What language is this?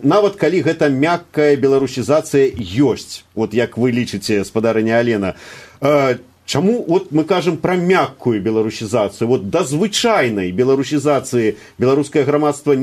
Belarusian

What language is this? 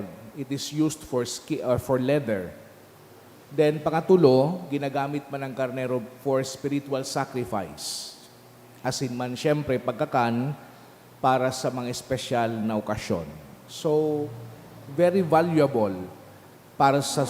Bikol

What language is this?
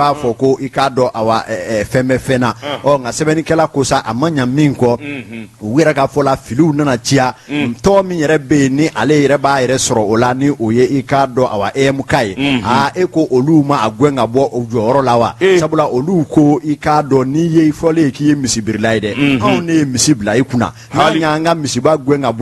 Bambara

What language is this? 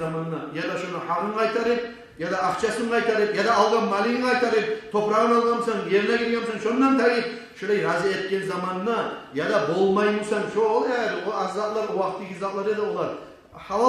Kumyk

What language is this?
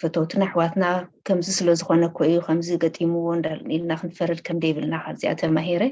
Tigrinya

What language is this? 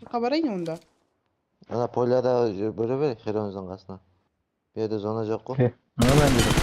Kara-Kalpak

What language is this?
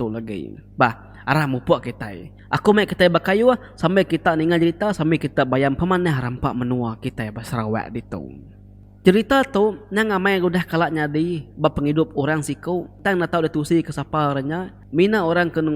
Iban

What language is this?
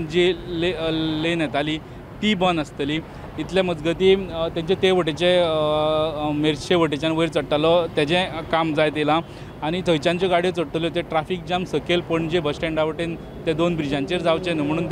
Konkani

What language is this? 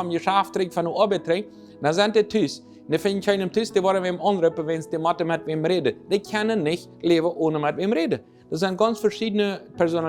Plautdietsch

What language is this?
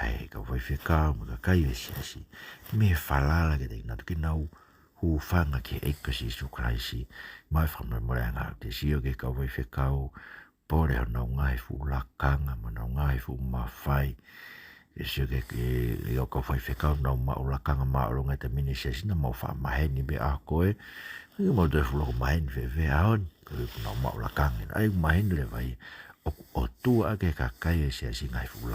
Tongan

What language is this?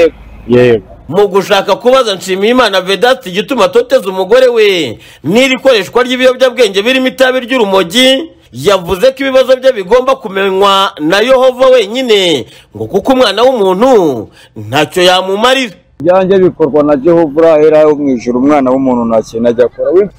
Kinyarwanda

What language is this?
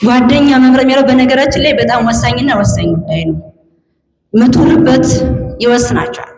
Amharic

